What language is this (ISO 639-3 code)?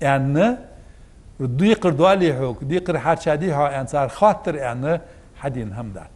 inh